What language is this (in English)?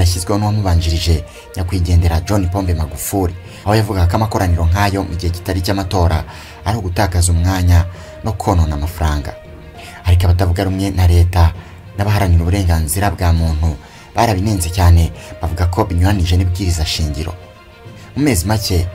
Kinyarwanda